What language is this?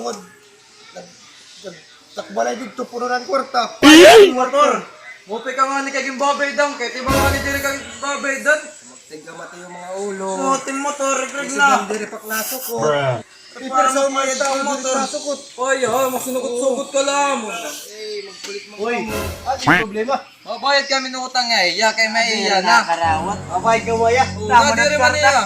Waray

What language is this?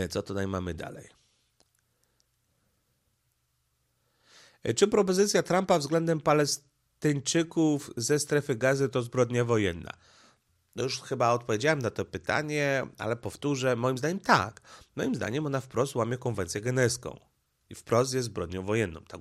Polish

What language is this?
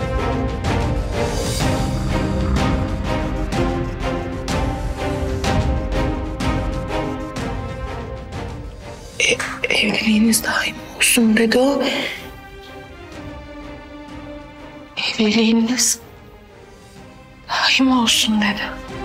Turkish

